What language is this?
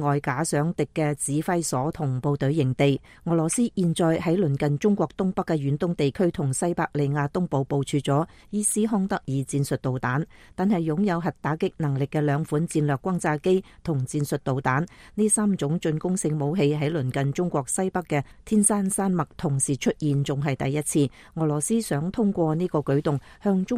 Cantonese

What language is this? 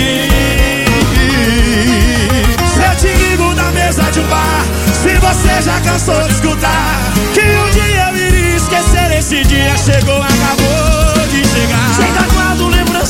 Portuguese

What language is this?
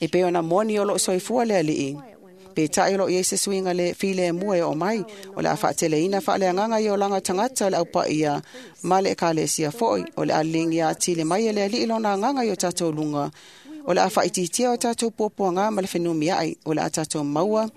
Samoan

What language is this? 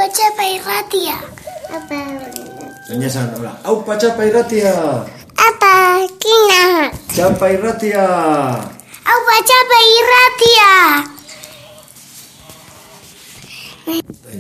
Basque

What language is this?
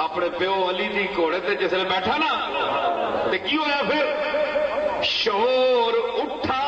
Saraiki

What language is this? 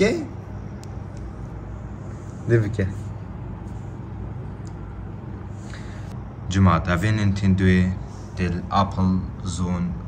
Persian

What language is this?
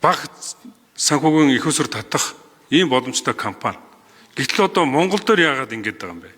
Mongolian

